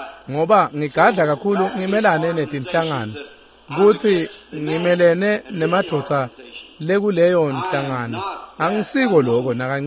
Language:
Swati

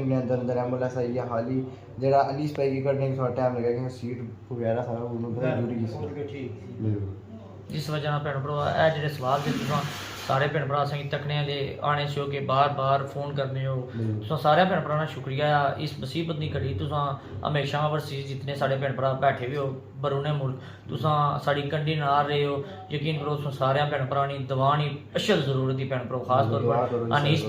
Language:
Pahari-Potwari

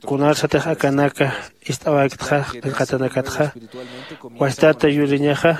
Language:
Aymara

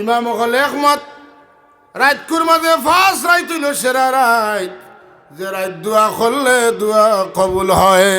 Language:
Sylheti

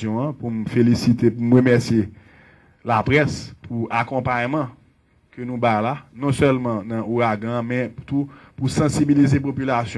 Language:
Haitian Creole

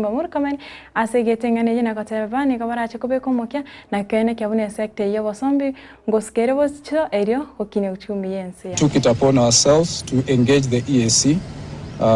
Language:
Gusii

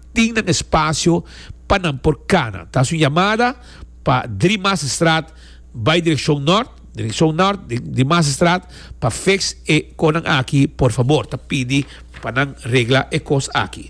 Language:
Papiamento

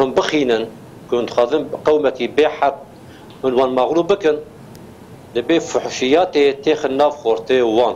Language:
Kurdish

